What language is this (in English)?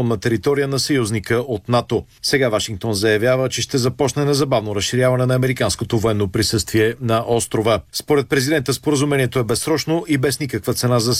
Bulgarian